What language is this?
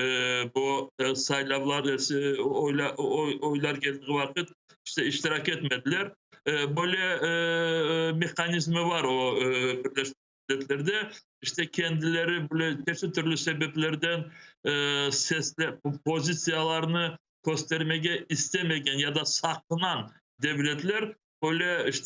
Crimean Tatar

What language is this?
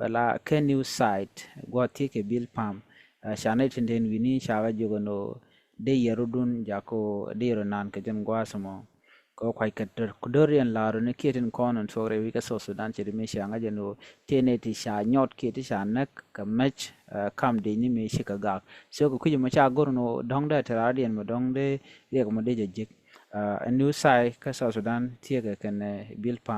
Nuer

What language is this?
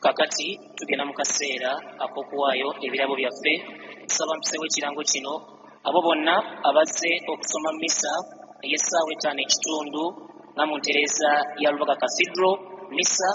Ganda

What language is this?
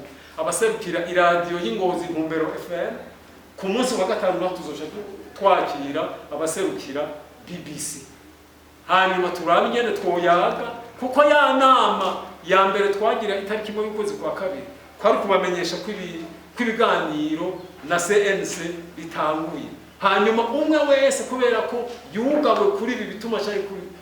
Rundi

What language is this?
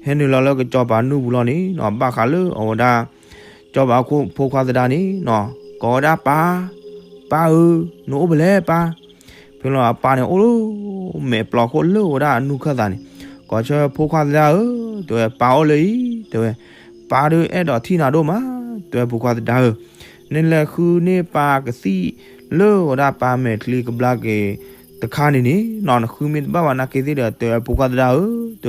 S'gaw Karen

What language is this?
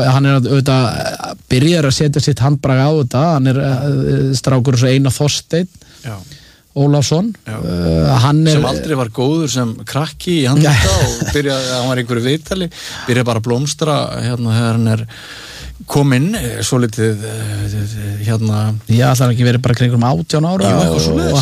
Icelandic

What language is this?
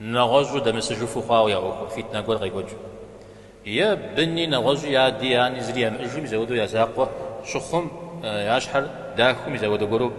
Kabardian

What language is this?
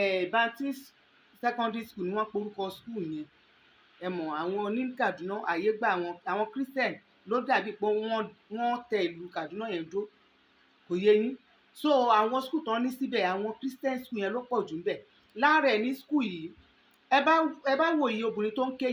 Yoruba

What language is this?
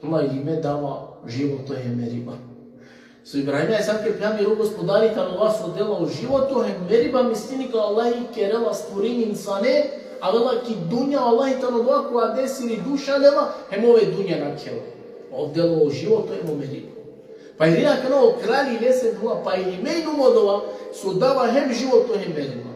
Balkan Romani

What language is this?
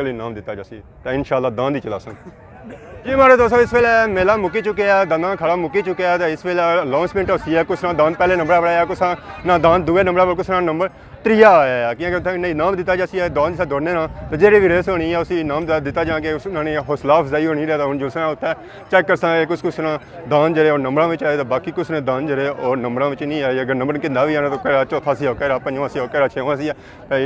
Pahari-Potwari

